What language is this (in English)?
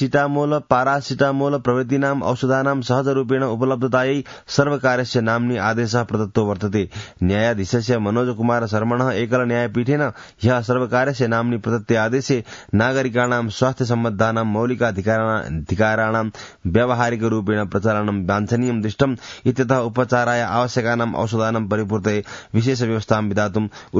Sanskrit